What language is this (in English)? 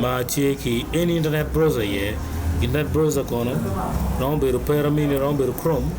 Acoli